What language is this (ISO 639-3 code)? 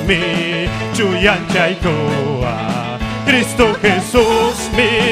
quy